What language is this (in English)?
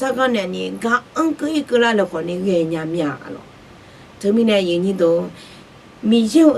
Akha